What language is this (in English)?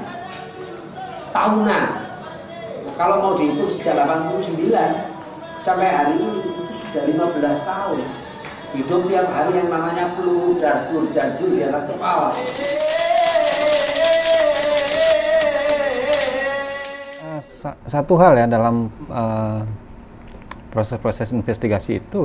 Indonesian